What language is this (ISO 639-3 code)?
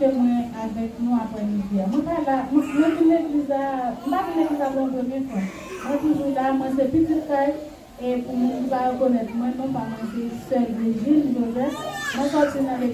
hat